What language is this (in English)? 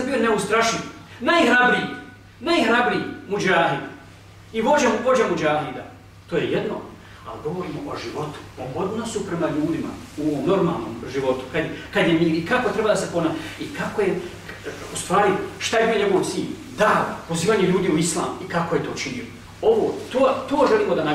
Bosnian